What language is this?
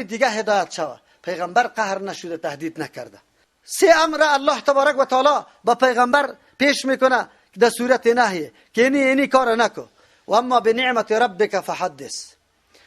Persian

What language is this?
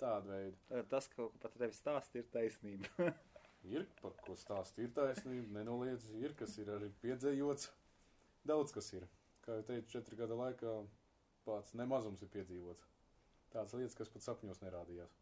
Latvian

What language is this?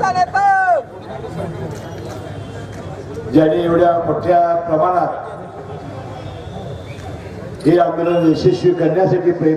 Marathi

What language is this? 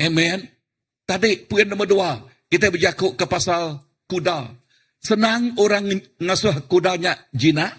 Iban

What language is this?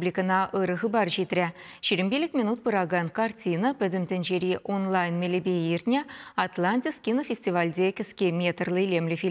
Chuvash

